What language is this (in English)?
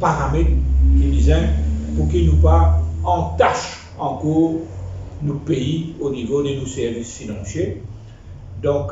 Morisyen